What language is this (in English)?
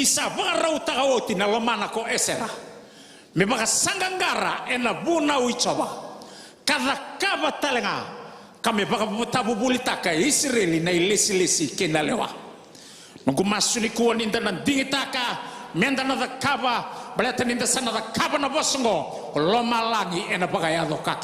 Fijian